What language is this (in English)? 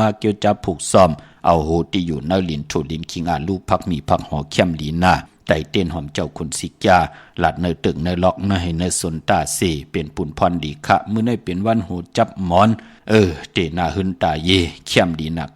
Shan